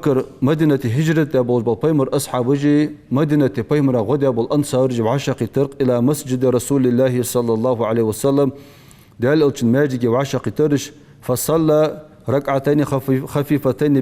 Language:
Ingush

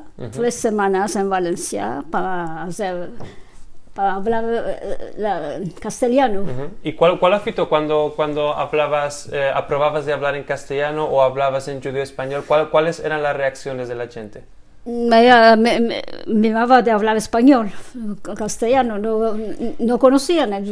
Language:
Ladino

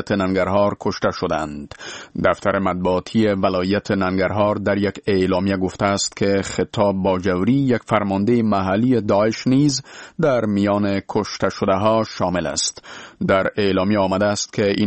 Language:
Persian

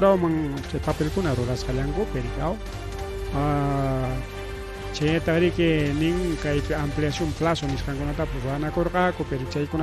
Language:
Ayacucho Quechua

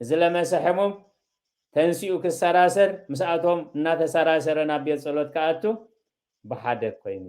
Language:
Tigrinya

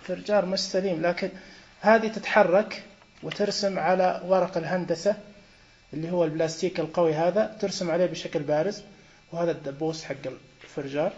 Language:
Najdi Arabic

